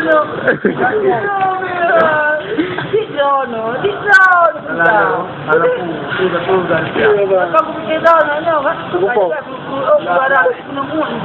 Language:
Achinese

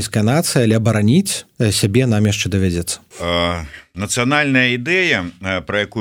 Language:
Belarusian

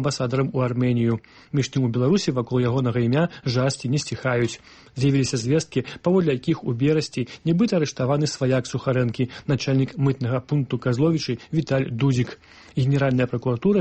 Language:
Belarusian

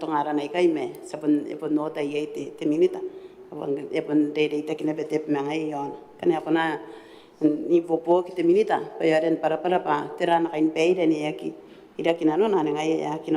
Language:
Gilbertese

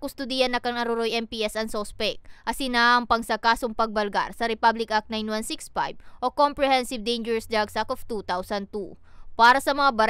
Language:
Bikol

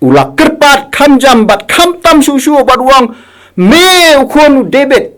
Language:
Khasi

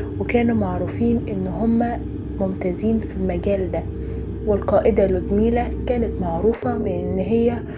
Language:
Egyptian Arabic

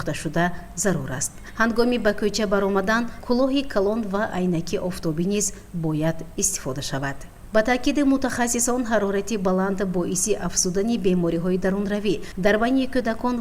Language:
Tajik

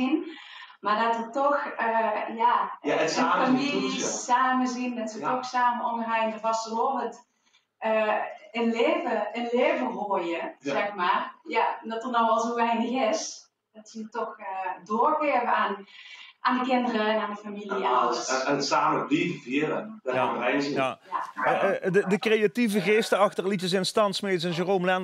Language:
Limburgish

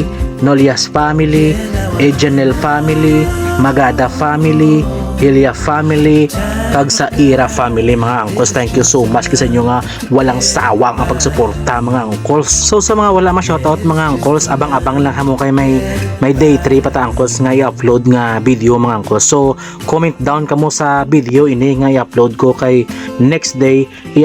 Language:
Hiligaynon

